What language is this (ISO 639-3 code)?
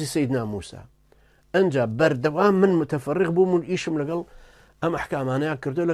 ckb